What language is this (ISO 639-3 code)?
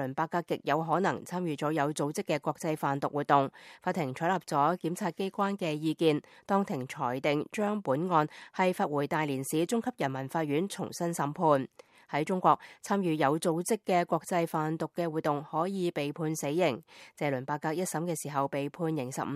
yue